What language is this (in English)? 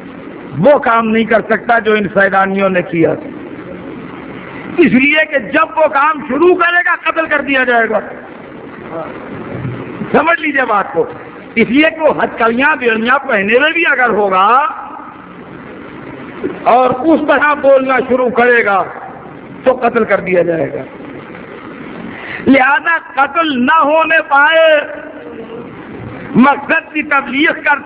Urdu